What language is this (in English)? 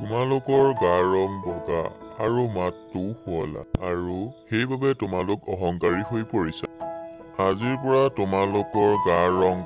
Assamese